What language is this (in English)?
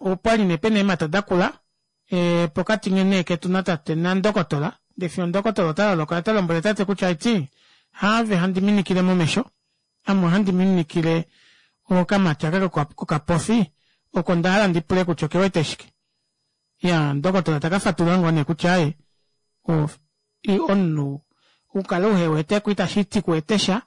Kuanyama